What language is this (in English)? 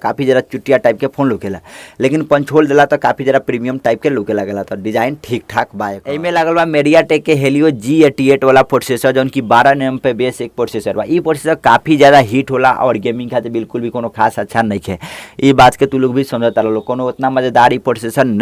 Bhojpuri